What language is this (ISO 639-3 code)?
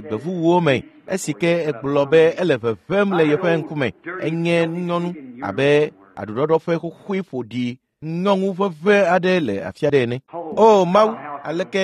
ewe